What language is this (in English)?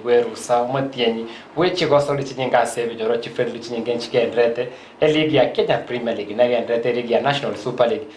Gusii